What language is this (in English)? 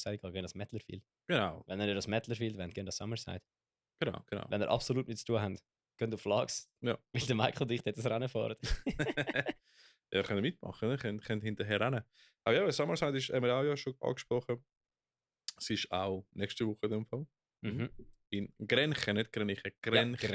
Swiss German